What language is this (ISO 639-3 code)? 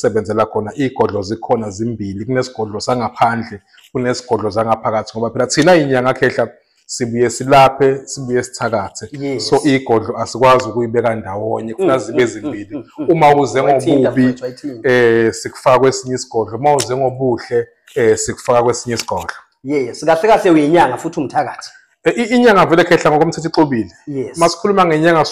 zul